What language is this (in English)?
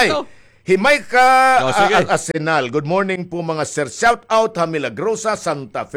Waray